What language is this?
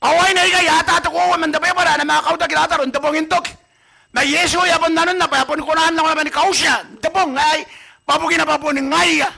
Gilbertese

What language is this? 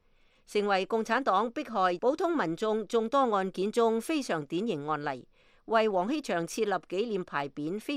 Cantonese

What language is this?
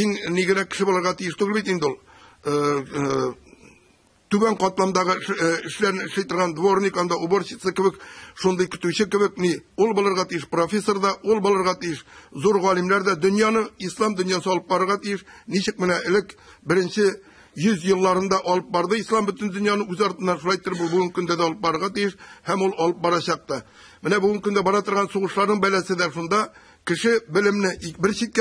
Tatar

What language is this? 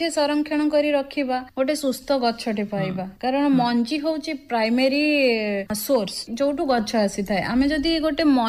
Odia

